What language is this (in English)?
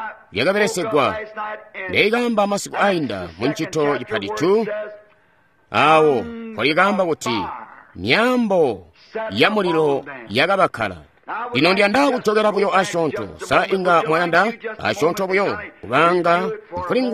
Tonga (Zambia)